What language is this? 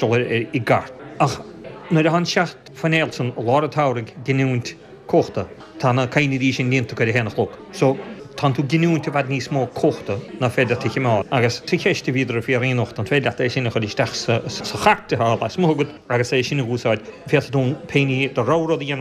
Irish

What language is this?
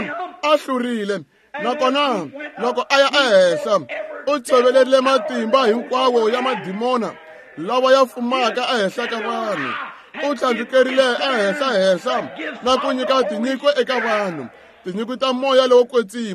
Tsonga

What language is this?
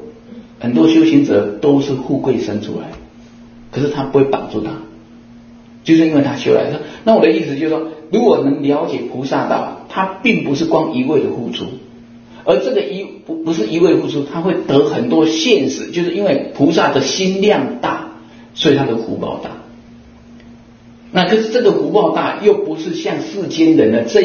Chinese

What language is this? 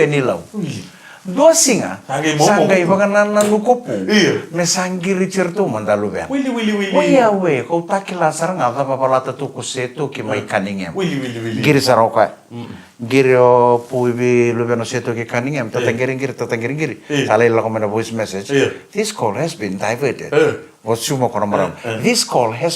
Fijian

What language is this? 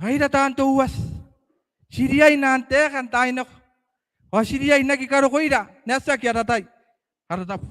Gilbertese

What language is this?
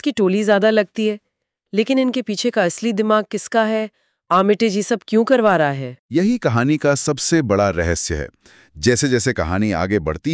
Hindi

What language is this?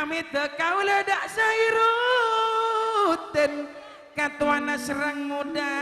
Madurese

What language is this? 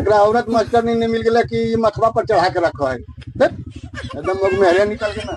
Magahi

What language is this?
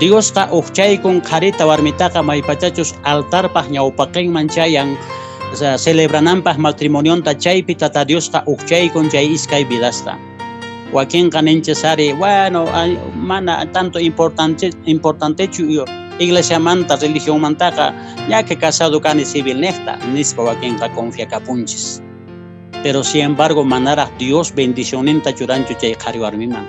Quechua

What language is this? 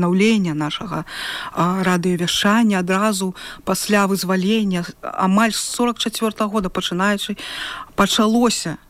Belarusian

